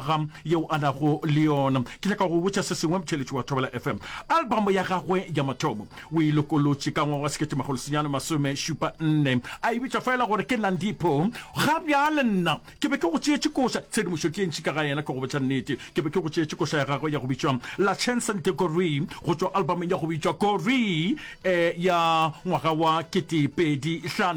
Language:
Northern Sotho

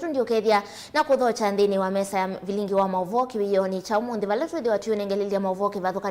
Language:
Kamba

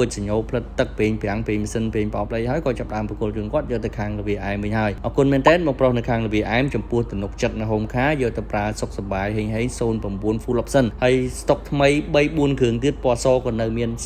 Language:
Khmer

